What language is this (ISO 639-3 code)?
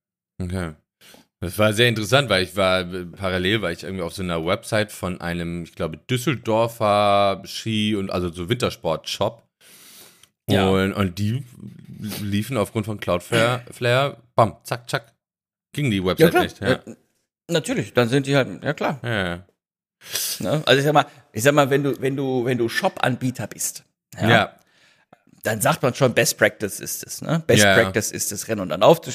deu